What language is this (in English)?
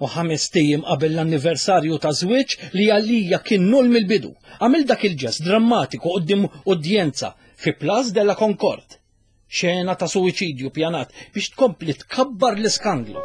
Maltese